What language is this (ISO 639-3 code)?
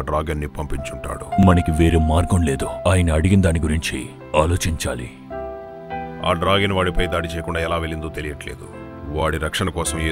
tel